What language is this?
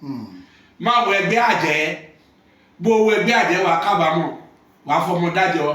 Yoruba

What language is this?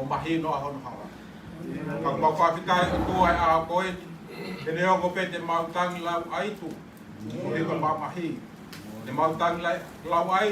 Tongan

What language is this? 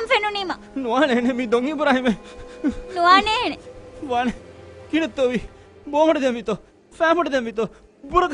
Divehi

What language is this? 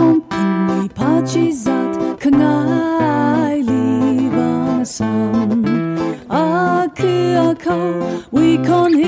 Tangkhul Naga (India)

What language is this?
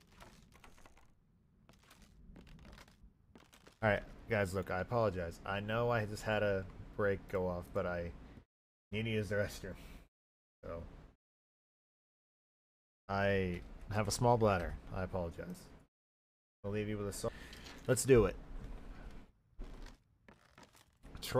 English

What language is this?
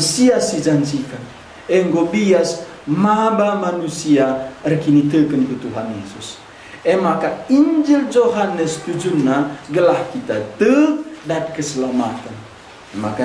Batak Karo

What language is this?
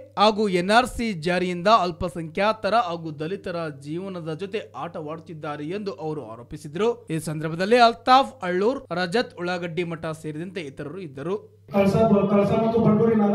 Kannada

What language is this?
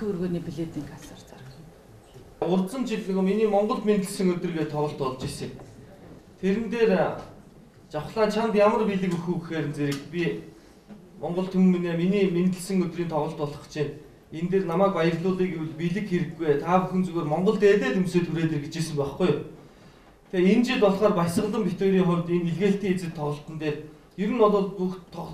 Mongolian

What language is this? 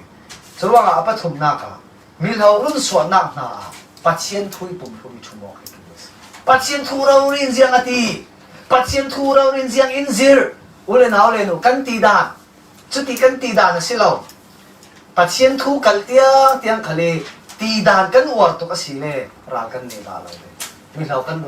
Falam Chin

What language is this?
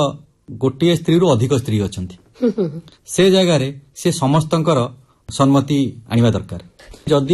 Odia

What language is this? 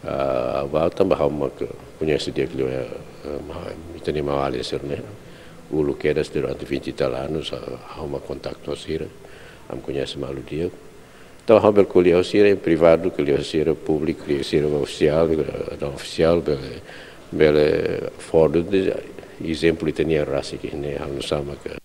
Tetum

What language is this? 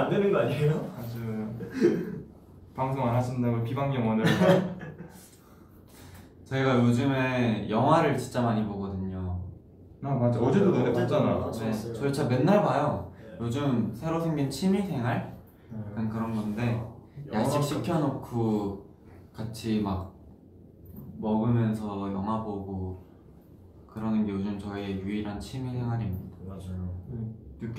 Korean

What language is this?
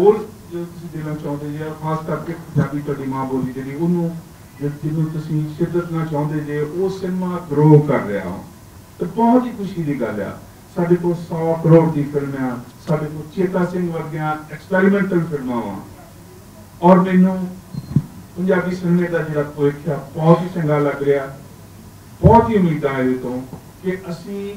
Punjabi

